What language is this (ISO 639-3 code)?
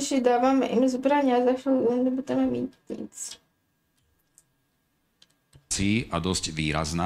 slk